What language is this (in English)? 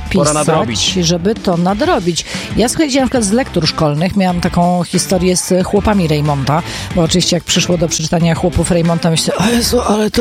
Polish